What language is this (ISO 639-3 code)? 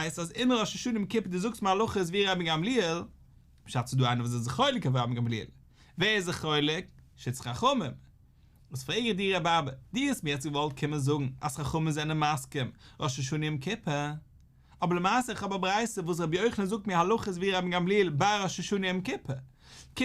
yid